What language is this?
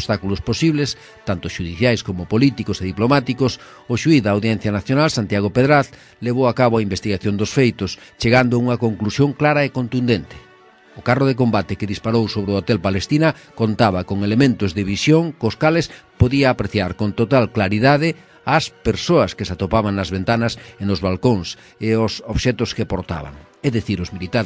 Galician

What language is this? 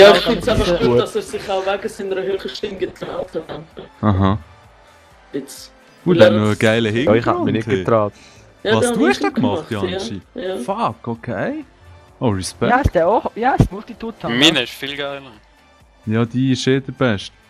Swiss German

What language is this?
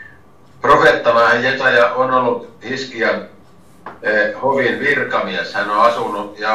Finnish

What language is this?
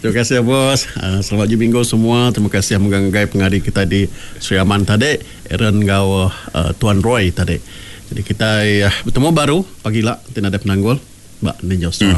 Iban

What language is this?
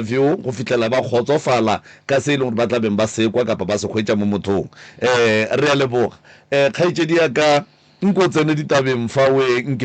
Northern Sotho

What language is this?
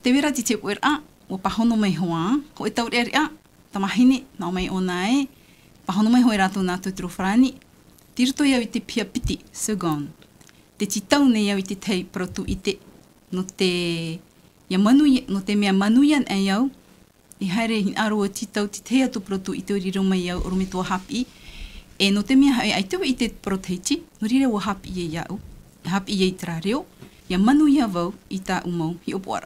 Tahitian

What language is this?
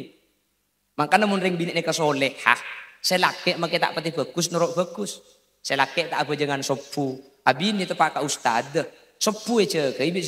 Madurese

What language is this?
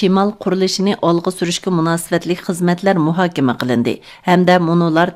Uyghur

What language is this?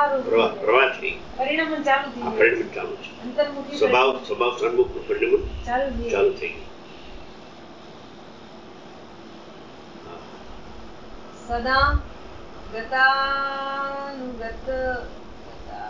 Gujarati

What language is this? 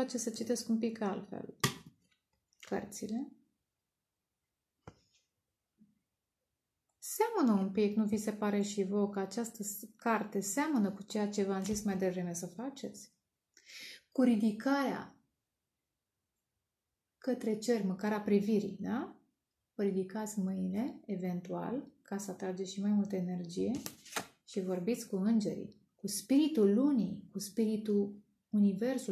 Romanian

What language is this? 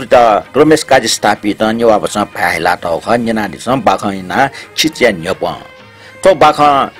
Newari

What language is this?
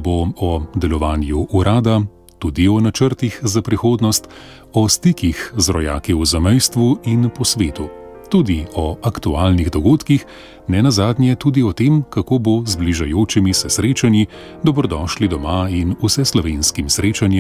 Slovenian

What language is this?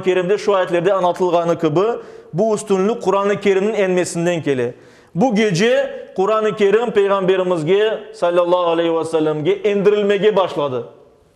Crimean Tatar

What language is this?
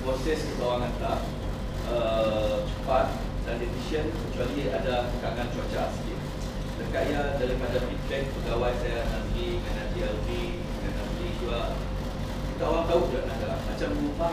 Malay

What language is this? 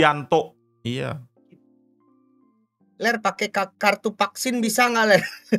Indonesian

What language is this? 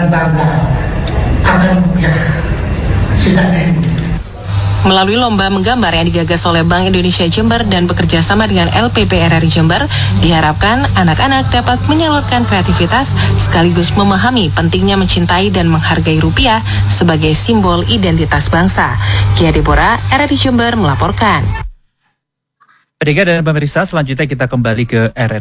Indonesian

